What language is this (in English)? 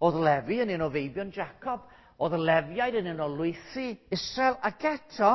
Welsh